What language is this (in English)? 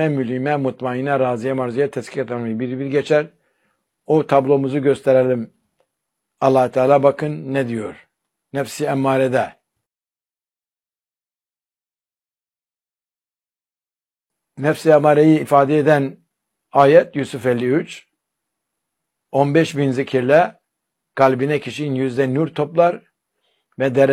Turkish